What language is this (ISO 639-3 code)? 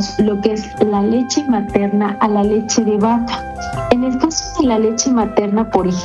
spa